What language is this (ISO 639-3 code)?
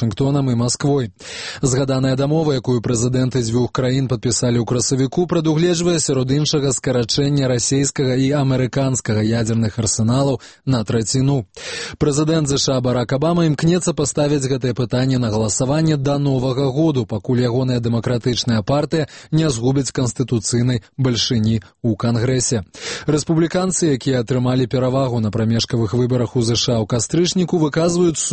bel